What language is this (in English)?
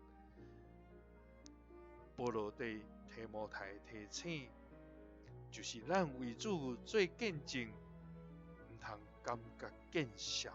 Min Nan Chinese